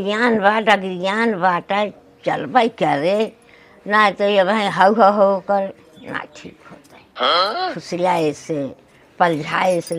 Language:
Awadhi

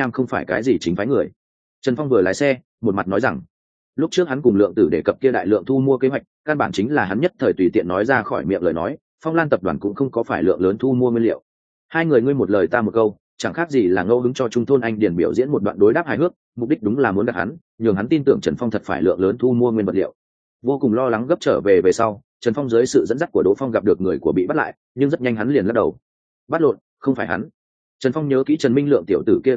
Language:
Vietnamese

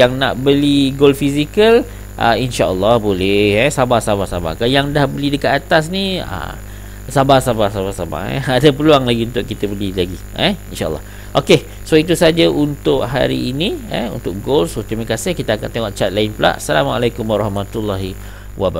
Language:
Malay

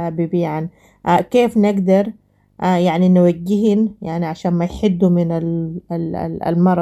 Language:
Sudanese Arabic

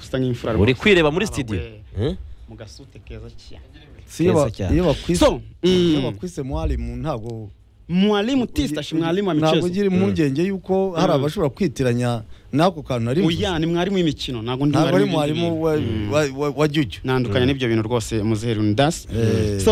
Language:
Kinyarwanda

